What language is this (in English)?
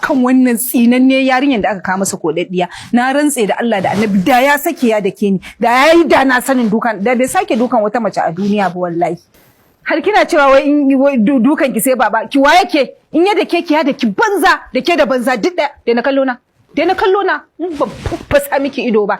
Hausa